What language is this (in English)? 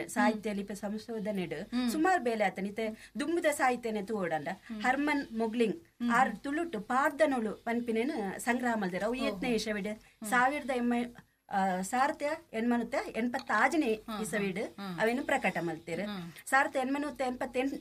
Tulu